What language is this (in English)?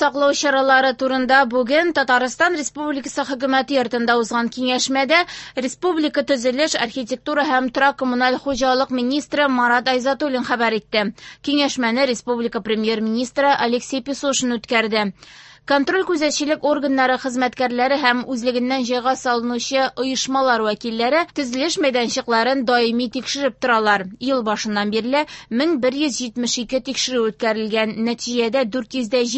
Tatar